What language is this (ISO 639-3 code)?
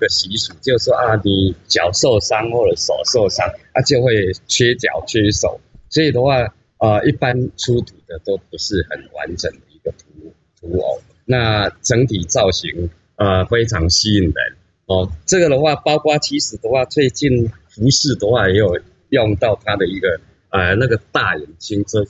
zho